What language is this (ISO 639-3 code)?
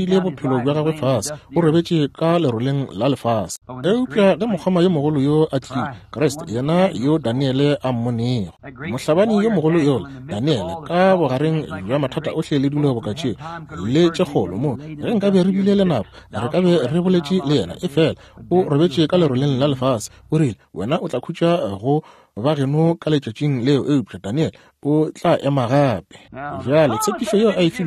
nso